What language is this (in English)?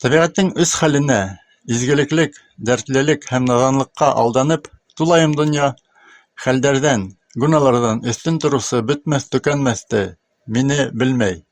Bashkir